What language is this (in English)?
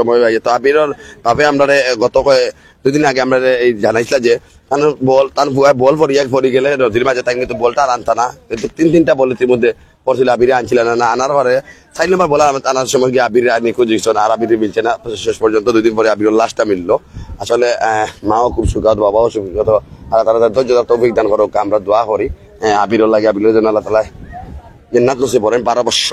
Sylheti